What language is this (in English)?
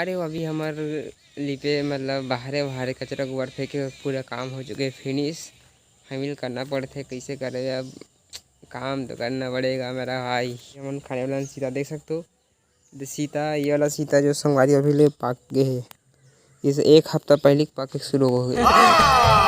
Chhattisgarhi